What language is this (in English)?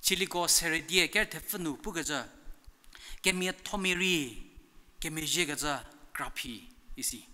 Angami Naga